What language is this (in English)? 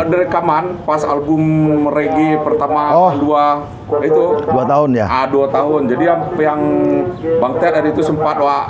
Minangkabau